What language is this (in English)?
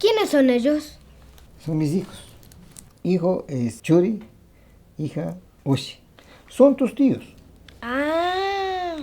Imbabura Highland Quichua